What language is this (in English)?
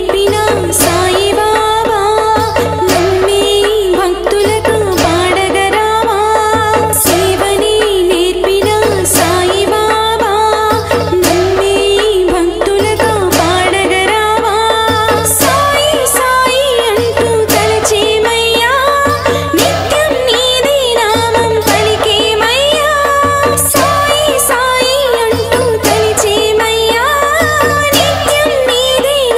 Telugu